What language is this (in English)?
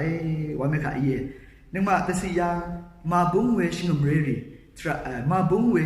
Rawang